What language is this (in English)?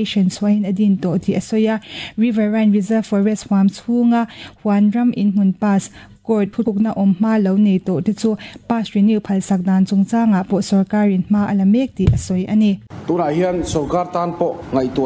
Mizo